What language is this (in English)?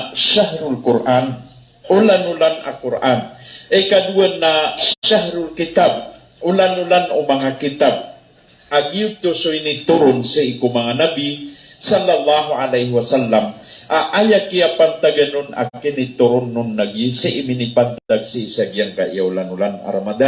Maranao